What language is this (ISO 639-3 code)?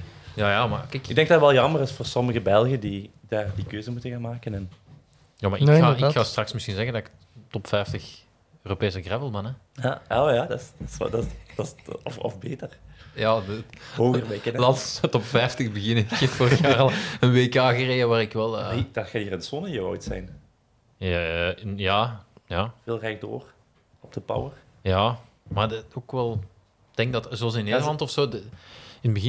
nld